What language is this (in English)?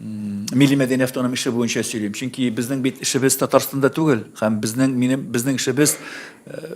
Tatar